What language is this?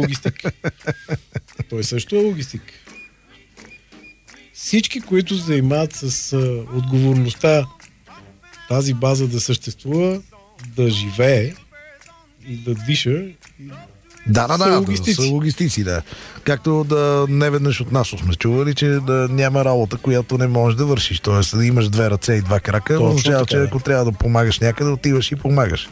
Bulgarian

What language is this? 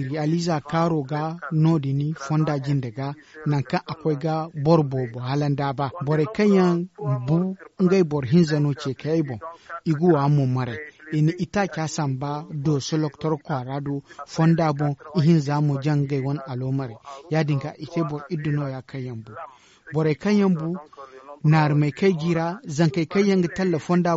Zarma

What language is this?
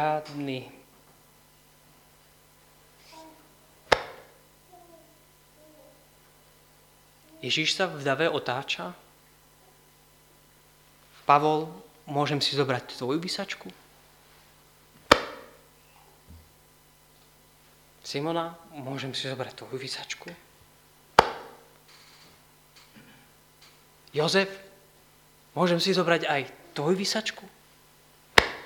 Slovak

